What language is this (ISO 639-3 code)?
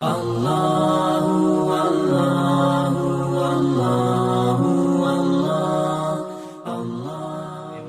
mui